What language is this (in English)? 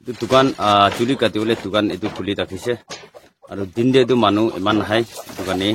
Naga Pidgin